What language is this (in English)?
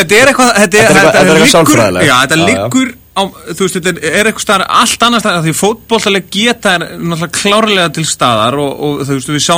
Icelandic